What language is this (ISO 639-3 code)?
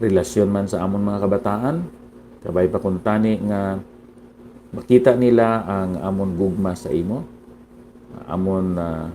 hil